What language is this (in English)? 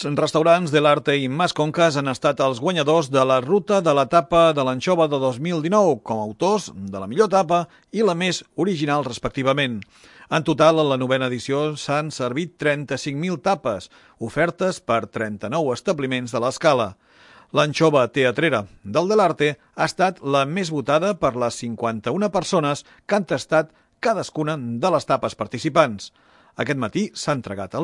Catalan